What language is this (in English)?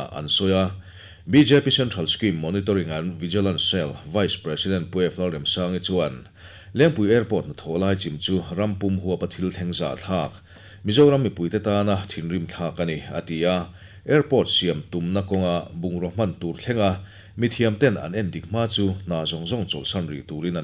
Mizo